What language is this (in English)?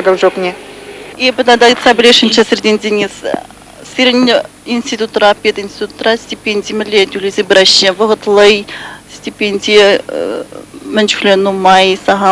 Chuvash